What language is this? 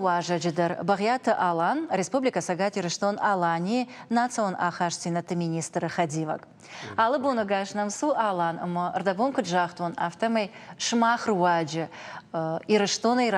Ossetic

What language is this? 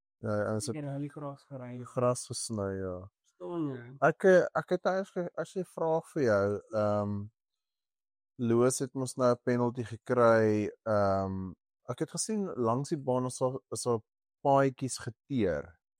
Afrikaans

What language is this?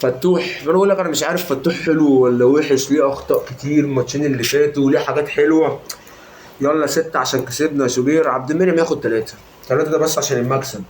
Egyptian Arabic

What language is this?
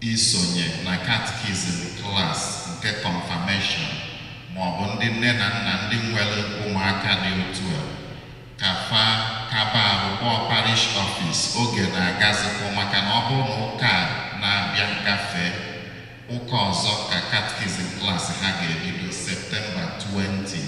Igbo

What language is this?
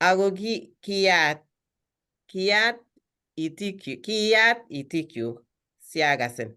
Kalenjin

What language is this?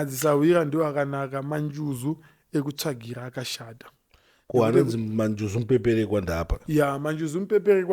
Shona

